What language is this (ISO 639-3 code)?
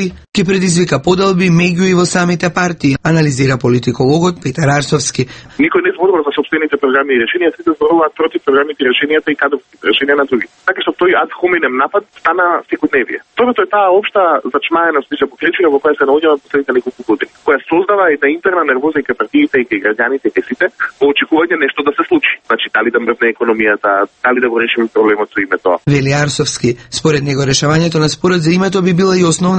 mkd